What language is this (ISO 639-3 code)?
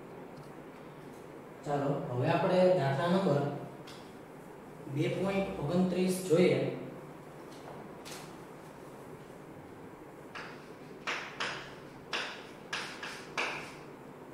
guj